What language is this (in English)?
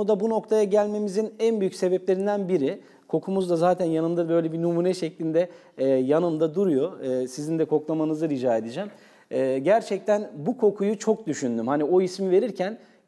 Turkish